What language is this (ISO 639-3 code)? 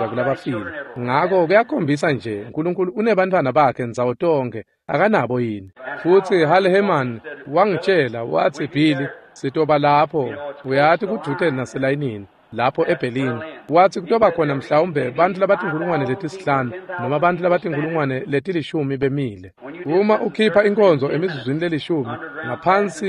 ssw